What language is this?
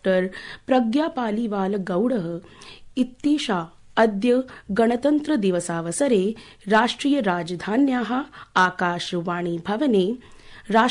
Sanskrit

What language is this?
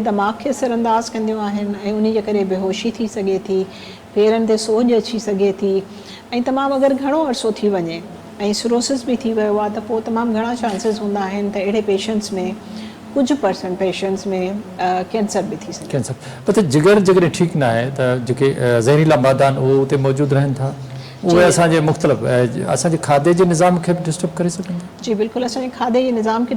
Sindhi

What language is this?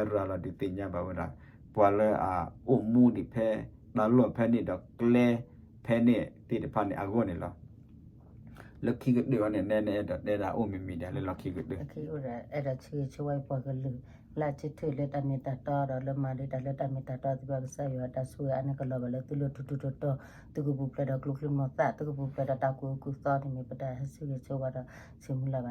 S'gaw Karen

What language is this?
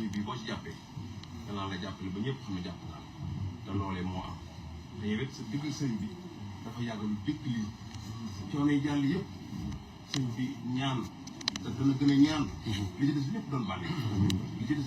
Wolof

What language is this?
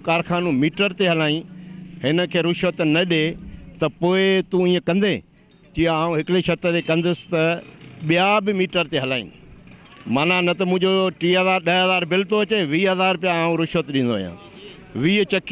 Sindhi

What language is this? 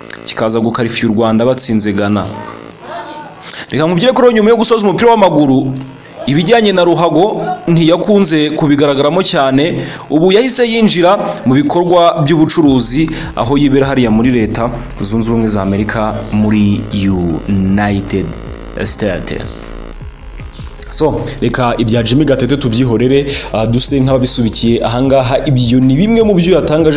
Kinyarwanda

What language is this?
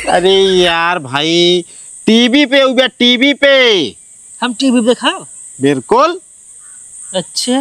Awadhi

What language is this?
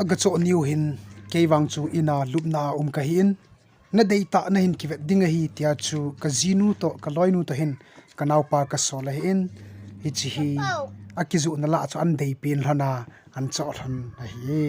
Thado Chin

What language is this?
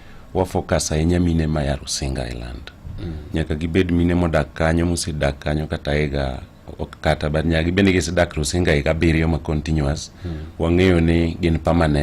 Luo (Kenya and Tanzania)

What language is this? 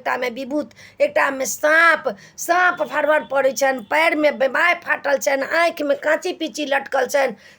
Maithili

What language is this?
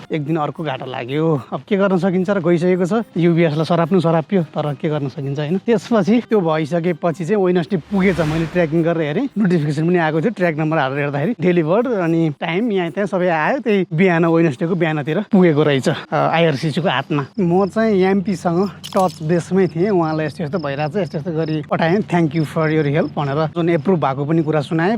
Nepali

